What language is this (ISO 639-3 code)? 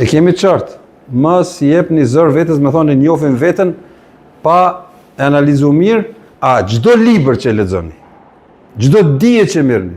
sqi